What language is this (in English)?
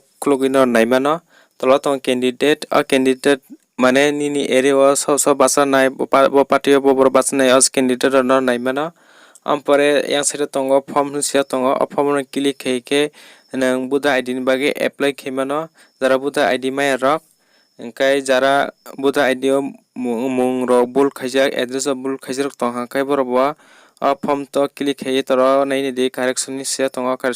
Kok Borok